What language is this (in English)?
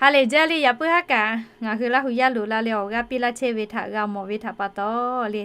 Lahu